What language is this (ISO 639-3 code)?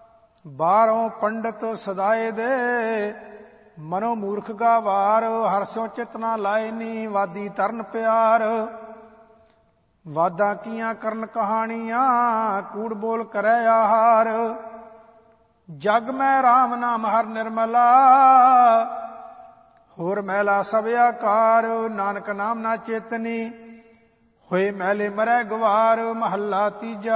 pan